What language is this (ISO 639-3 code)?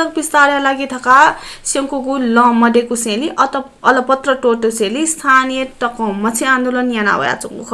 new